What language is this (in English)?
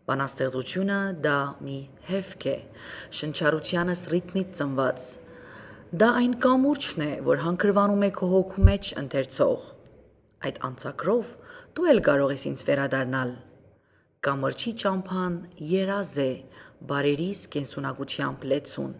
Armenian